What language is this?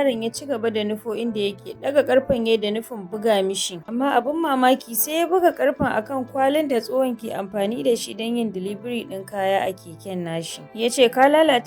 Hausa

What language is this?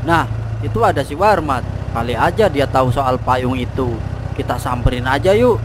Betawi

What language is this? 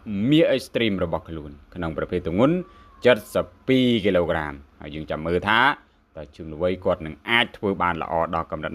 Khmer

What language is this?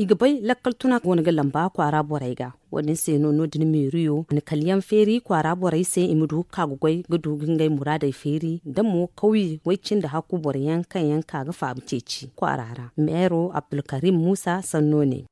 Zarma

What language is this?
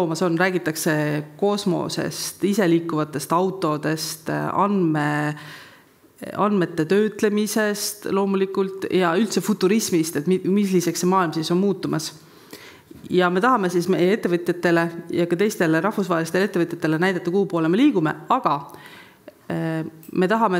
Estonian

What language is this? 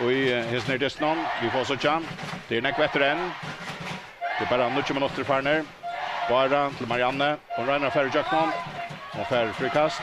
Faroese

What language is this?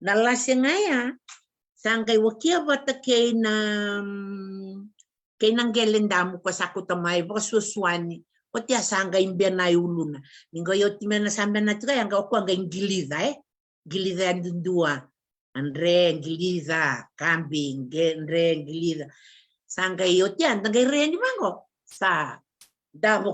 Fijian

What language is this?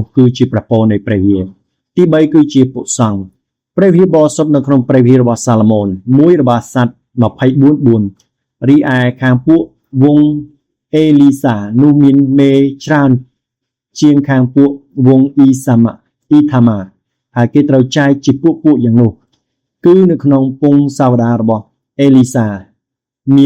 Khmer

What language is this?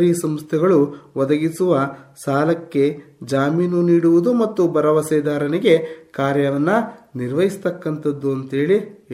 Kannada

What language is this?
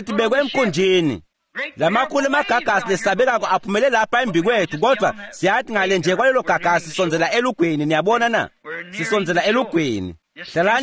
Swati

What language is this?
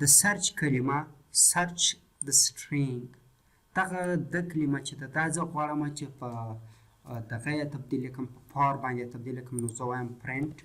Pashto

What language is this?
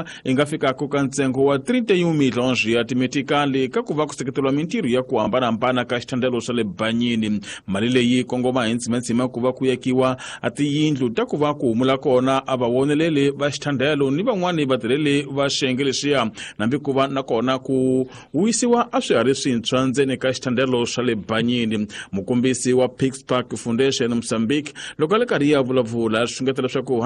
Tsonga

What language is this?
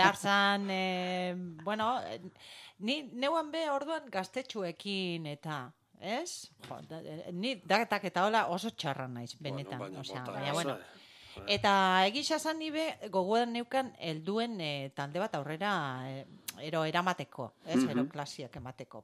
Basque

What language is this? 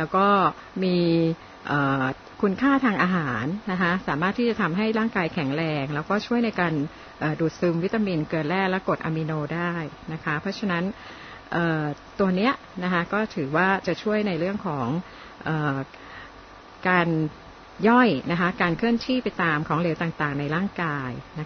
Thai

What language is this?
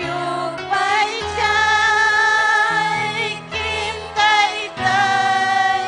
Ayacucho Quechua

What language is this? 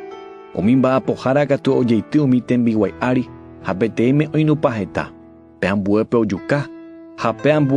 Guarani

